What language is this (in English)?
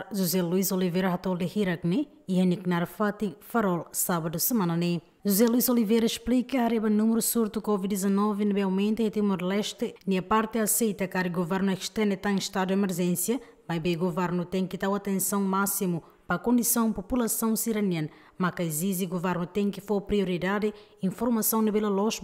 Tetum